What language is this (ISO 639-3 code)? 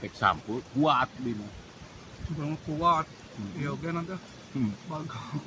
sun